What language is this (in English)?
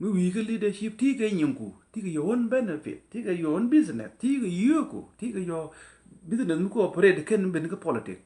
Nuer